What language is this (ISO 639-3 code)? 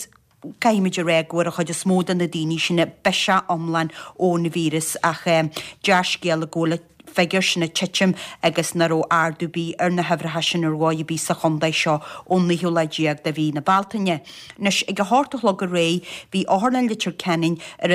gle